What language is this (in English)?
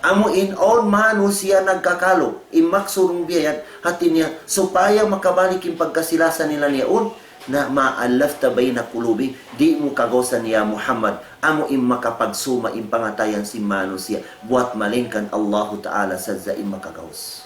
Tausug